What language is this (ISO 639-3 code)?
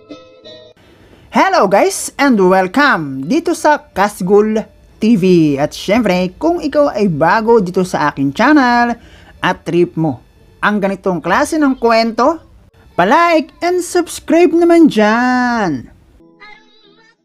fil